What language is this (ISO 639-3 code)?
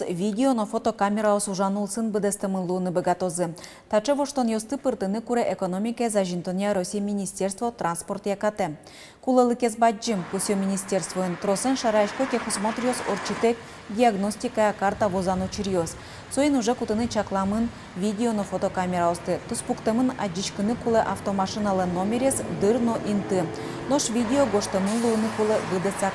udm